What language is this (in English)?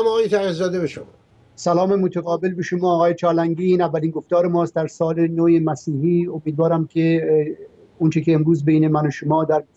Persian